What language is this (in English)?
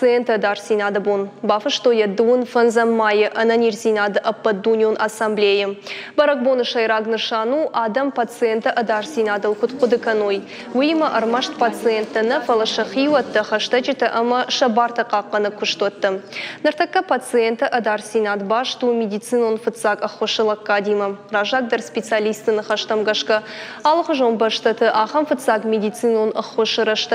Ossetic